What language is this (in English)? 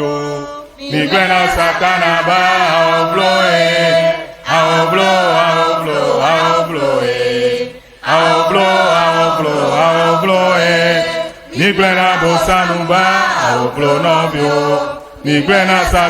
Ewe